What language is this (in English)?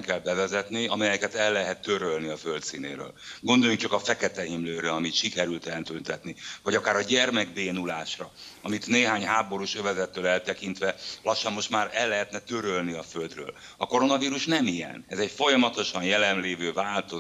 Hungarian